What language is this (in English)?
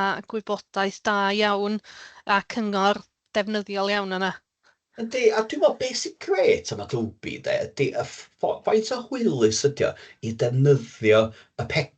Welsh